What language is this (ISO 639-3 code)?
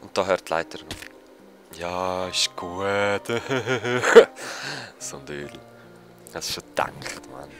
gsw